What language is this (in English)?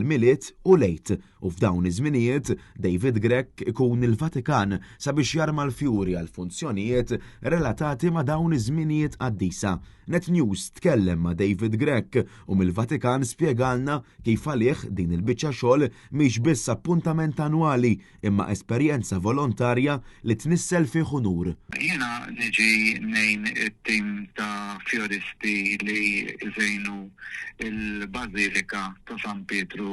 Maltese